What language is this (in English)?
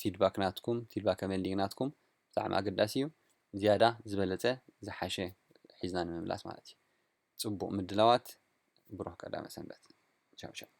Tigrinya